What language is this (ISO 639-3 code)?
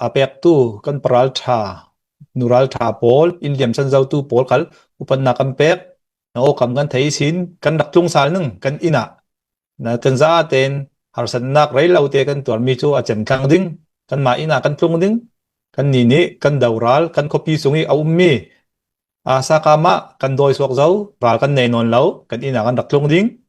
cnh